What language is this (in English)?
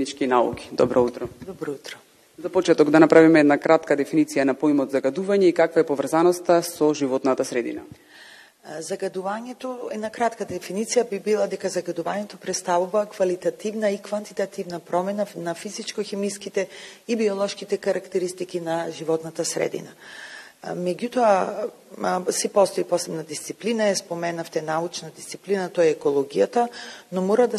Macedonian